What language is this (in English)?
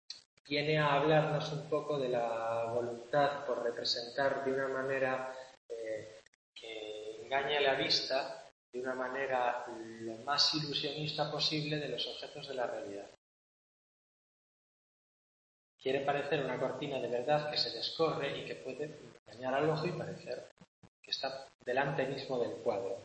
Spanish